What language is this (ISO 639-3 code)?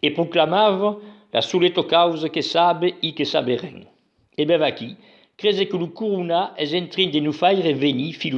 oci